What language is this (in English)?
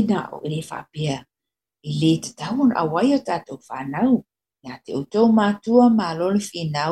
Samoan